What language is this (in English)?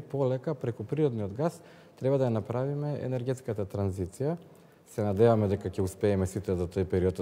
Macedonian